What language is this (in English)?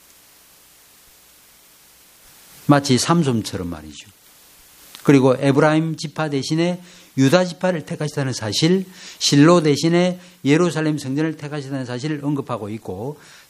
Korean